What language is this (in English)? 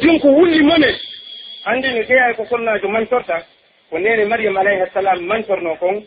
Pular